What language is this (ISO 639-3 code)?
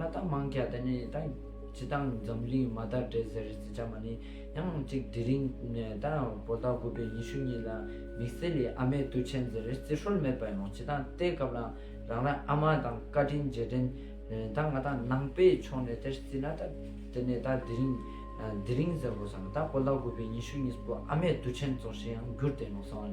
lbj